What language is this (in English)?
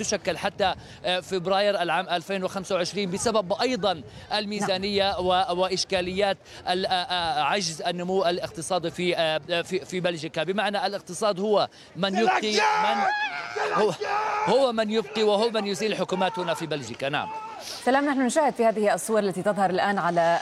Arabic